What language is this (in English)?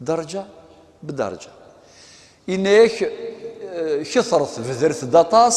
Kabyle